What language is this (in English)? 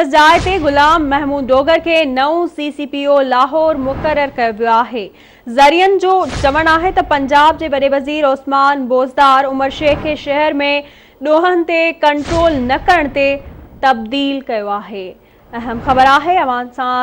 Sindhi